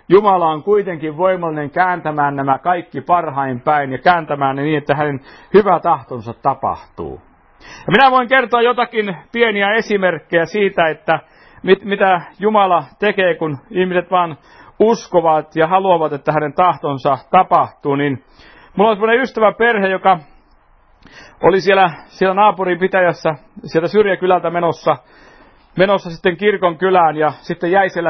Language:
Finnish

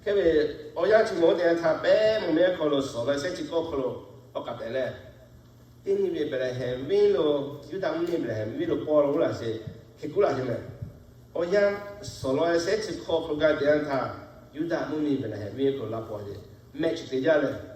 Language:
Lahu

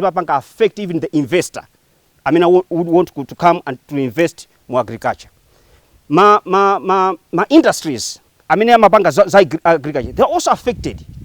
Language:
Nyanja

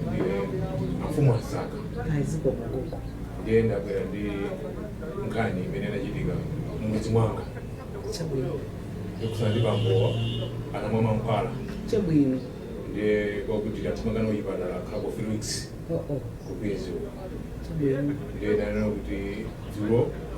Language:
Nyanja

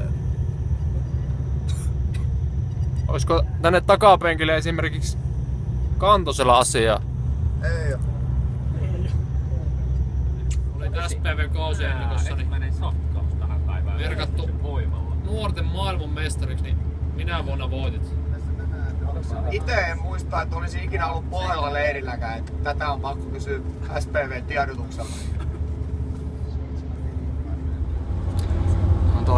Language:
Finnish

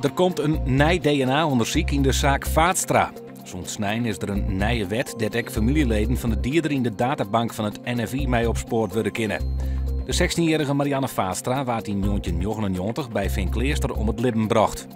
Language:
Western Frisian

